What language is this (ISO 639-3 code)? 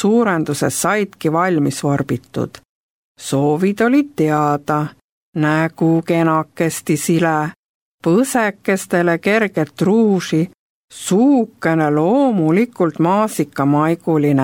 est